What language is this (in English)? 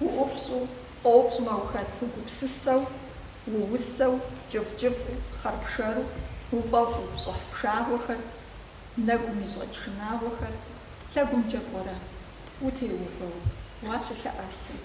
Kabardian